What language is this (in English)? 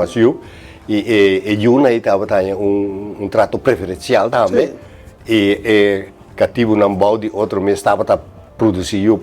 Papiamento